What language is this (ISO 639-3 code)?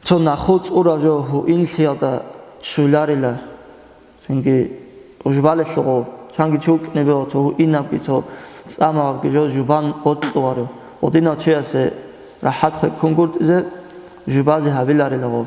ava